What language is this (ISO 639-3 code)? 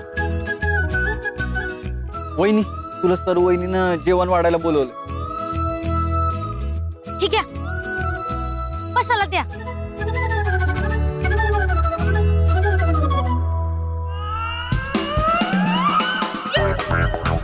mar